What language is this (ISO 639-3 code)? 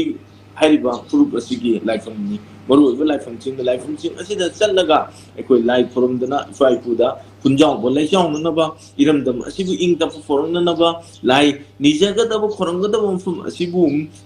mni